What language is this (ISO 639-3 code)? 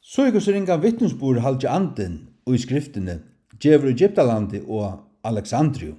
fao